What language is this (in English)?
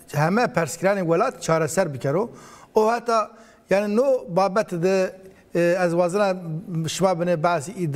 Zaza